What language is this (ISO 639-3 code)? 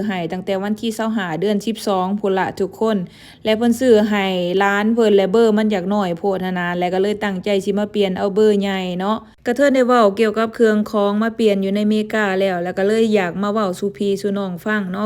lao